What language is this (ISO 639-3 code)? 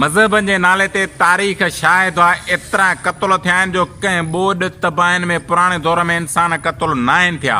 snd